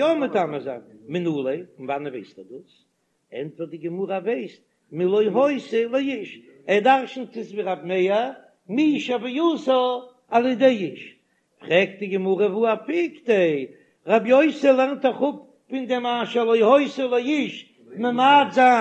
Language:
Yiddish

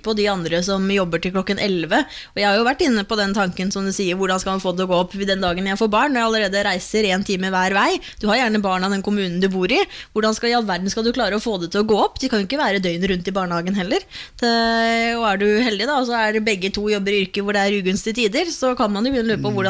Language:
Norwegian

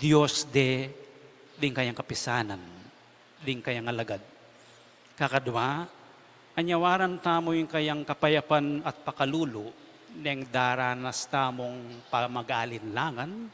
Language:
Pampanga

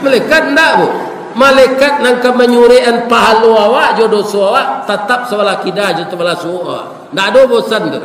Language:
Minangkabau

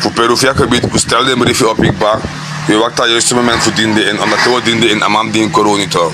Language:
Sranan Tongo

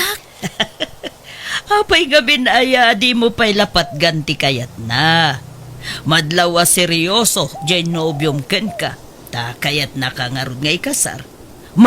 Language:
Iloko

